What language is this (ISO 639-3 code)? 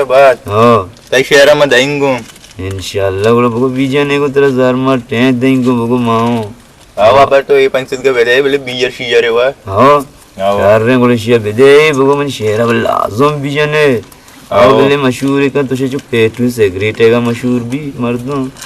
bgp